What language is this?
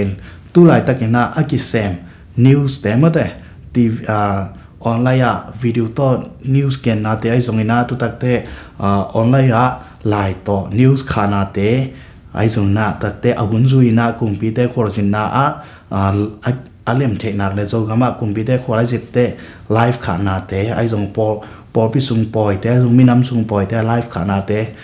Tedim Chin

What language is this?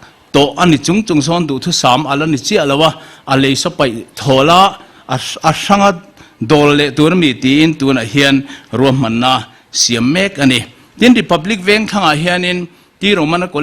Mizo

